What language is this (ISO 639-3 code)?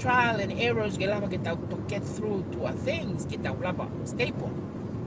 ton